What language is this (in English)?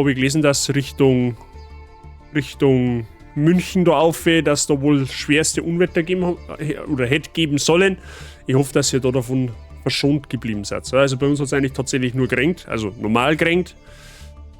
Bavarian